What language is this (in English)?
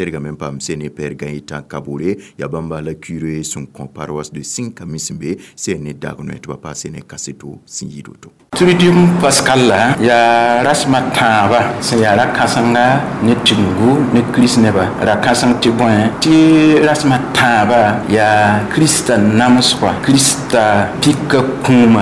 Mossi